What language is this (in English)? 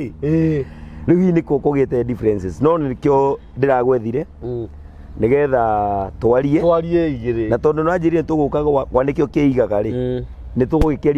Kikuyu